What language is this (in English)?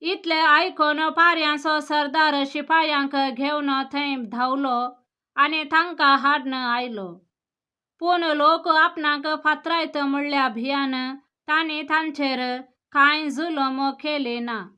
Konkani